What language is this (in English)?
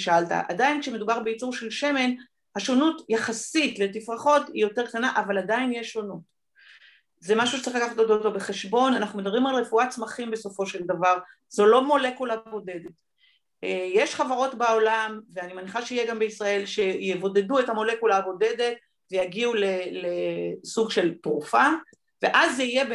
Hebrew